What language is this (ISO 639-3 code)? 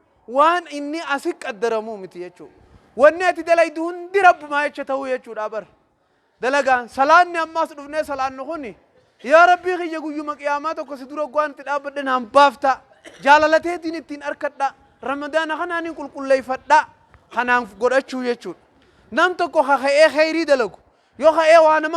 orm